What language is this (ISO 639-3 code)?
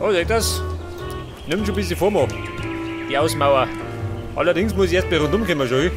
bar